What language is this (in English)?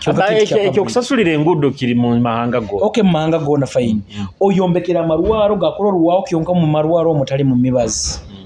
Nyoro